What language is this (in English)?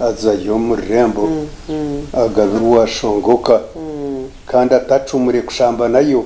Nyankole